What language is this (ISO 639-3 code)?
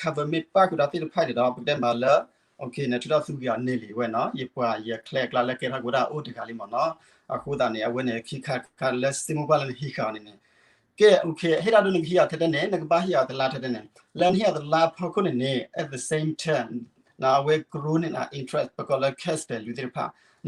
ksw